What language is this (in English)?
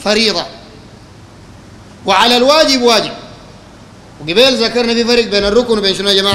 Sudanese Arabic